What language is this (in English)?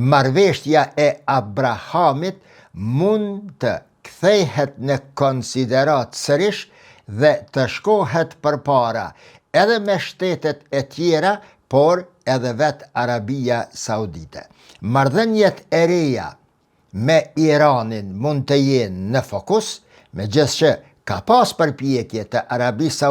Albanian